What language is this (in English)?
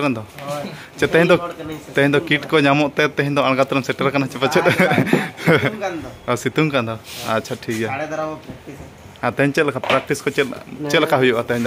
Santali